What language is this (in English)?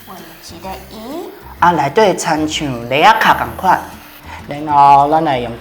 Min Nan Chinese